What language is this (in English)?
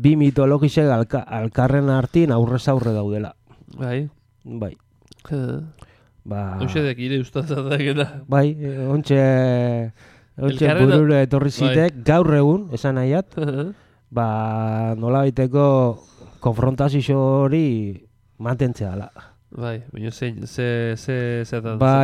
Basque